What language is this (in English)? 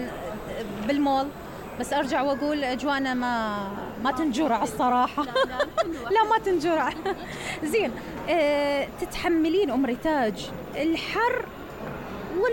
Mesopotamian Arabic